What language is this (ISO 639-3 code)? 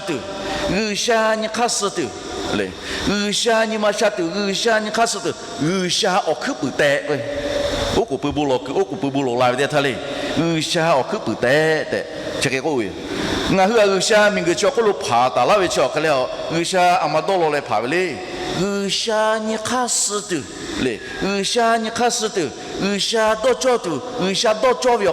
lhu